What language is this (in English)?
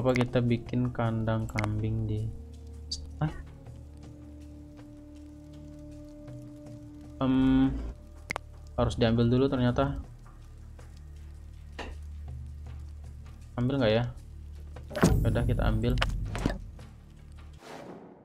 Indonesian